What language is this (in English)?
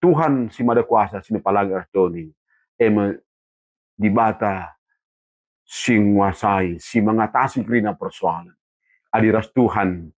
Batak Karo